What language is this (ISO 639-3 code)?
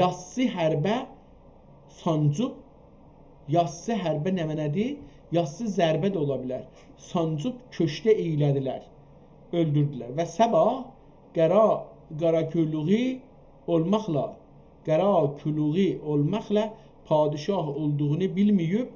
azb